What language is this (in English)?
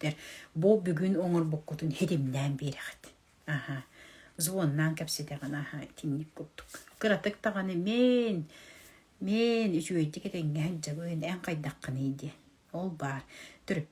Yakut